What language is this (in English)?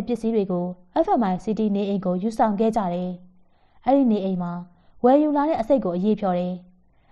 Burmese